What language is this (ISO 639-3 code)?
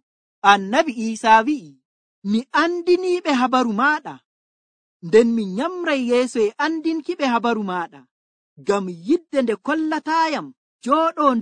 fuv